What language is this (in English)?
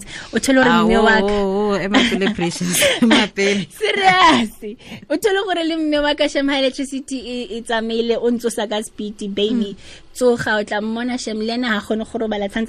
Tswana